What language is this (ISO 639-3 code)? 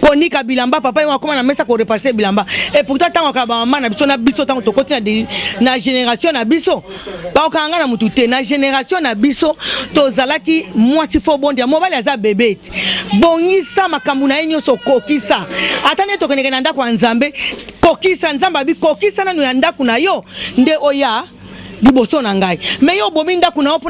lin